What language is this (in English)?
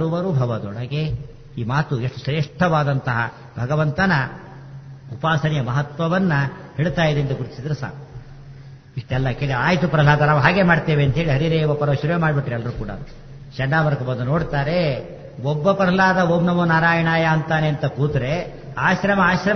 Kannada